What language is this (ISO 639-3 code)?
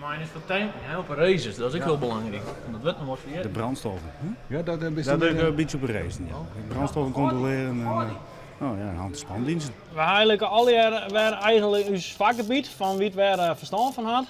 fry